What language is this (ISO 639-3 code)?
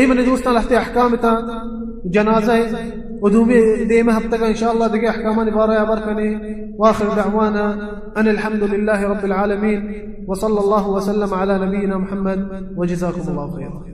bal